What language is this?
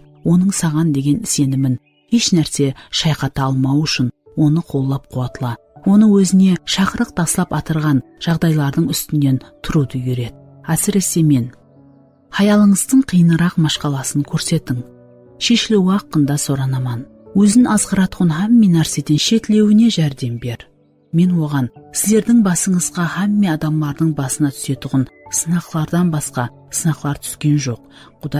Kara-Kalpak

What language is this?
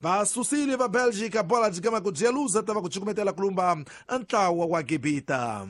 Tsonga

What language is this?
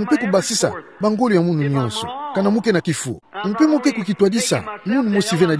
Kituba (Democratic Republic of Congo)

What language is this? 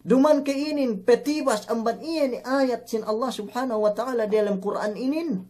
Yakan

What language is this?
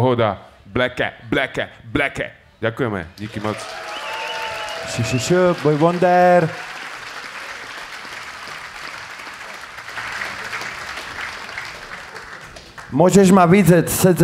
Slovak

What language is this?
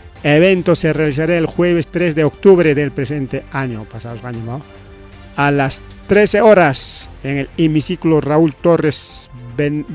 Ayacucho Quechua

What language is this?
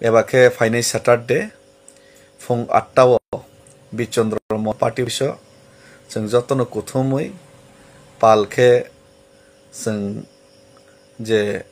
Kok Borok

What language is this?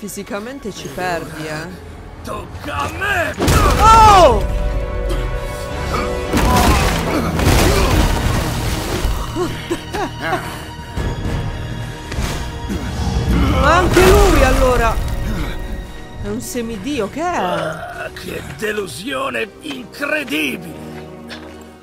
Italian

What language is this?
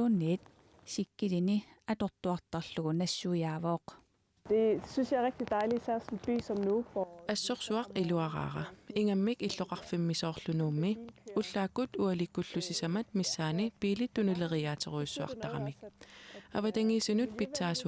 Kalaallisut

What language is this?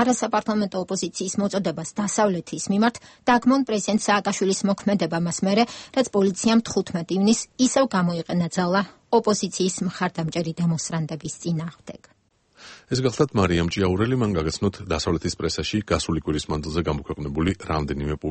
Georgian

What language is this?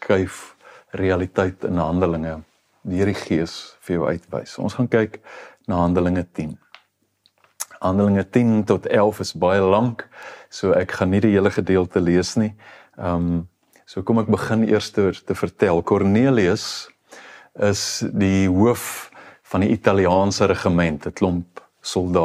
Afrikaans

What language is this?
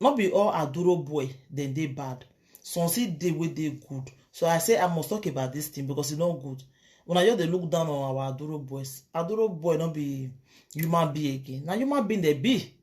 Nigerian Pidgin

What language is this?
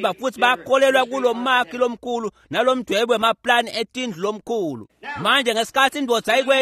Swati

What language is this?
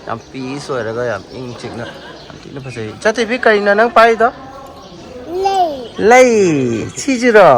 Manipuri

